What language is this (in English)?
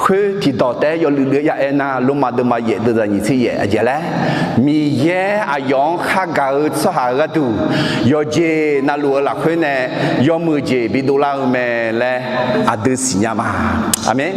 Akha